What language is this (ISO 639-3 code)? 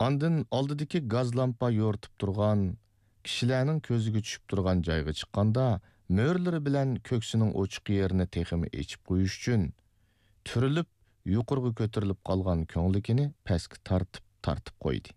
uig